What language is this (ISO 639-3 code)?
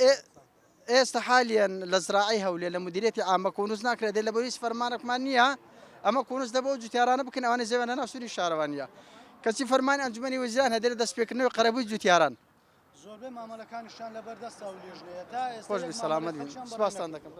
ckb